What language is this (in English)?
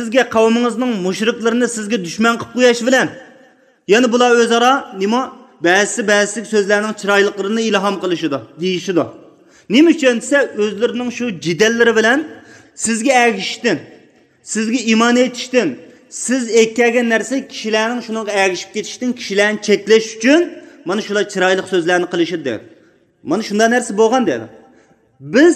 Uyghur